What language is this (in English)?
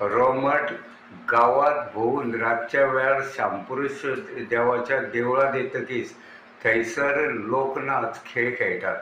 Konkani